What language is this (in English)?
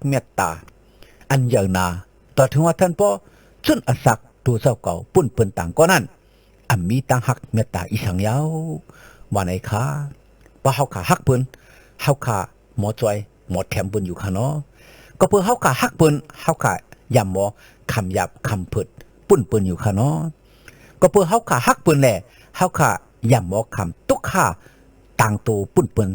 Shan